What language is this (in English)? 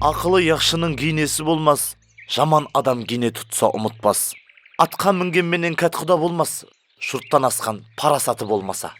Kara-Kalpak